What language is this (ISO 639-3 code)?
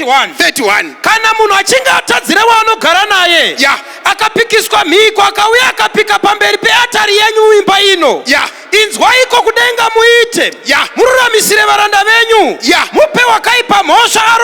sna